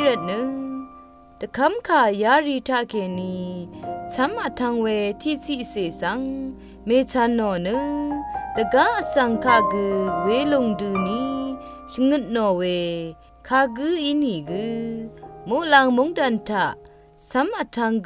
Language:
Rawang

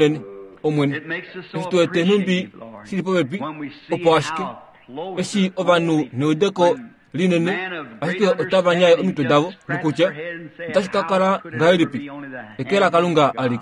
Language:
Kuanyama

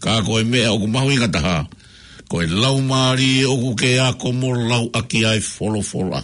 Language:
Tongan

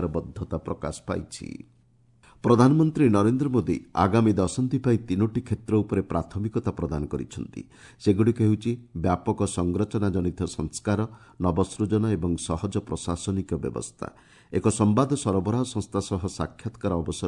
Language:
Odia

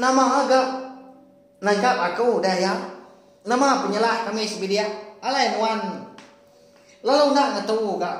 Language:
Iban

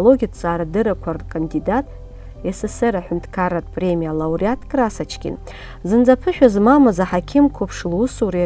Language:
Abkhazian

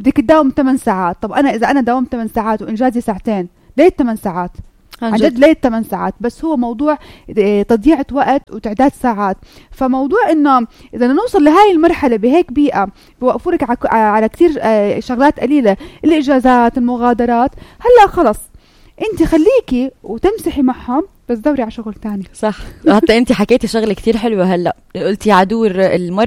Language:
North Levantine Arabic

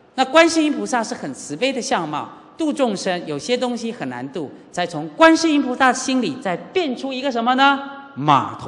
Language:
Chinese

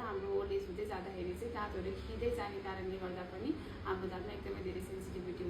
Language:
Nepali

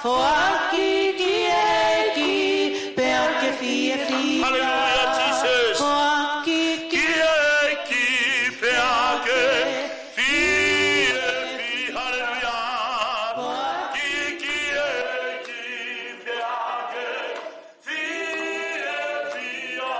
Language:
Tongan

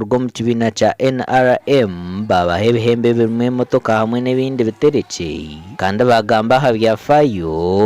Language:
Nyankole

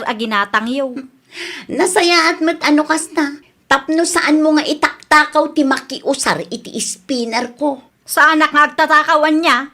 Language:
Iloko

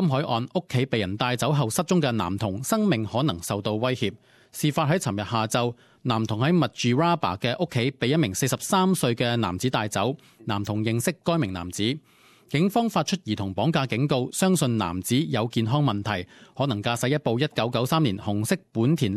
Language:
Cantonese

